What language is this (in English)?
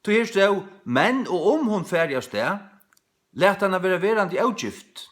Faroese